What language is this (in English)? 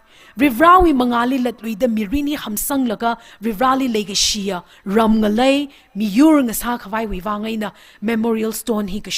Tangkhul Naga (India)